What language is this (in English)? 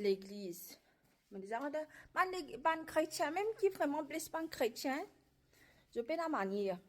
Morisyen